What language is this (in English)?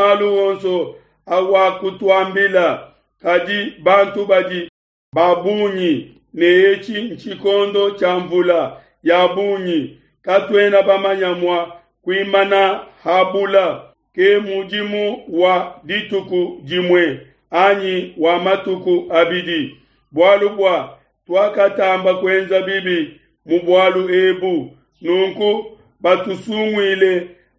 Luba-Lulua